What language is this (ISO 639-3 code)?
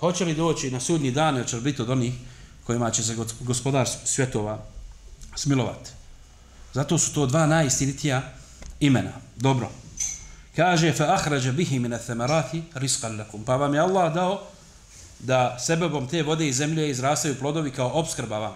bos